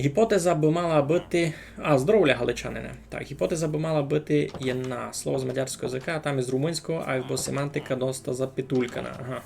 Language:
Rusyn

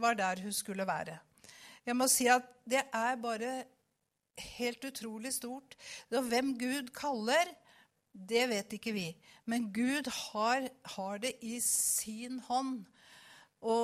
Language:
Norwegian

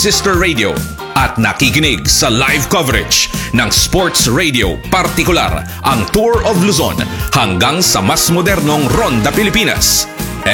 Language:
Filipino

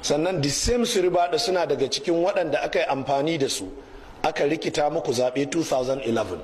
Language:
Hausa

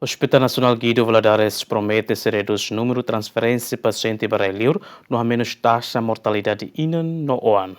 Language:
Tetum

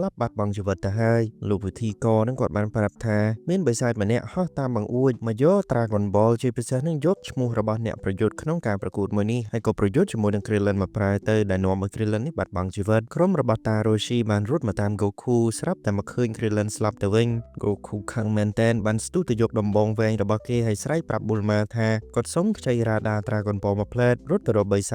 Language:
Khmer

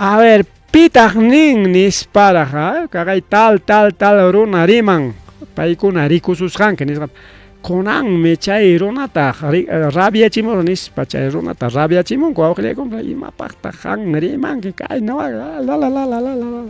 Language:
Ayacucho Quechua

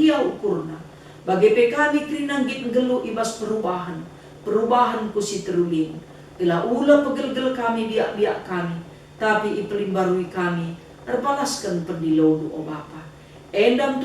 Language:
Batak Karo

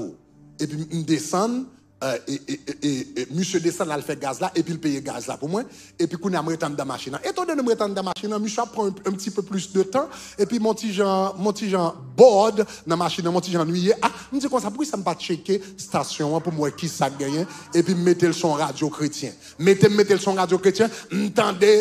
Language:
Haitian Creole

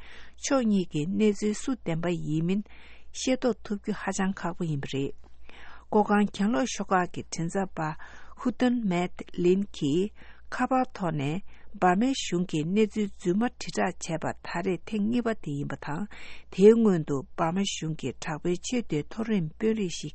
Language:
Tibetan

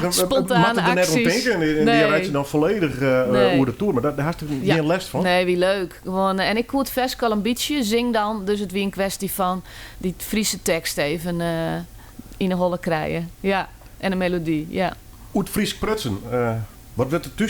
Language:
Western Frisian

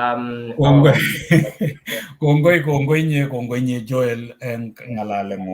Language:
Kalenjin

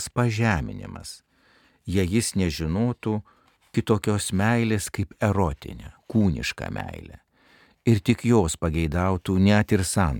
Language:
Lithuanian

